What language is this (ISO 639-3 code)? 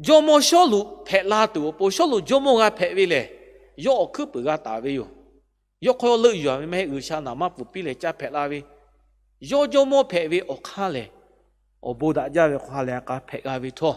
lhu